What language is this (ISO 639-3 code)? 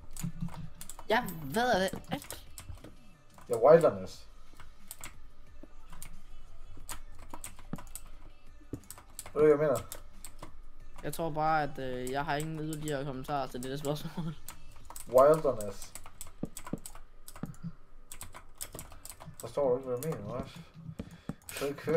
dan